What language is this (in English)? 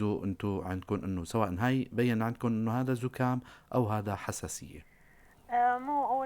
North Levantine Arabic